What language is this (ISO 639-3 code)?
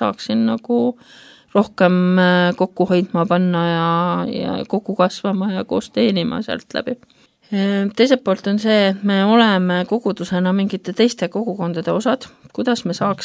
est